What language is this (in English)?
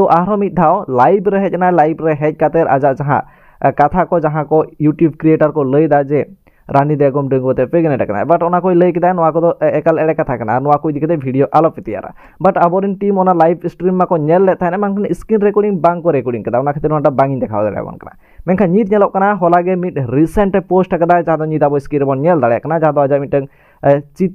Santali